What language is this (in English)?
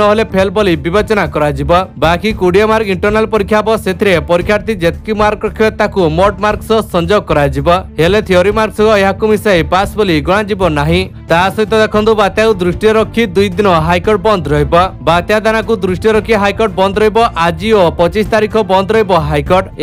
Odia